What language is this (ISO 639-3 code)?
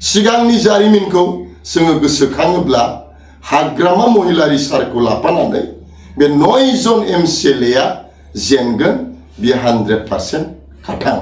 brx